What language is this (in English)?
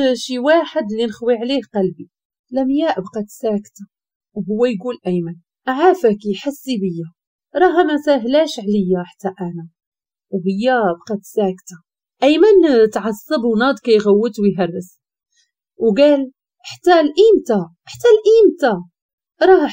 Moroccan Arabic